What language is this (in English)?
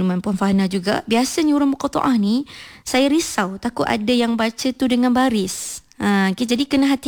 Malay